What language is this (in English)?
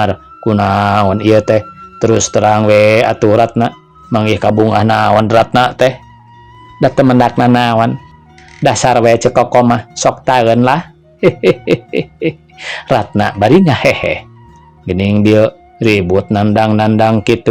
Sundanese